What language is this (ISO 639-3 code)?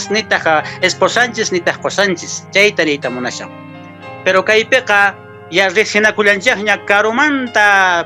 que